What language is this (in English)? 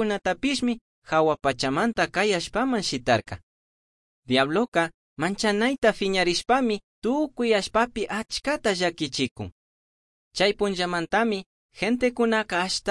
Chimborazo Highland Quichua